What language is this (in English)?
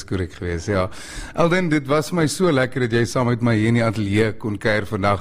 Afrikaans